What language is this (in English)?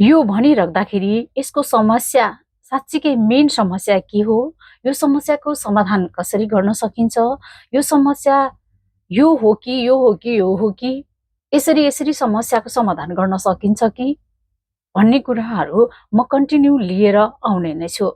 Nepali